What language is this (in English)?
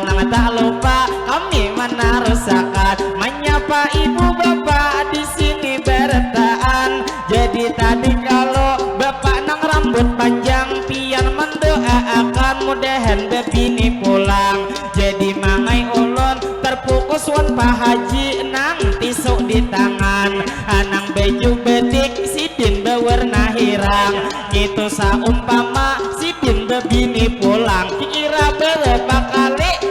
Banjar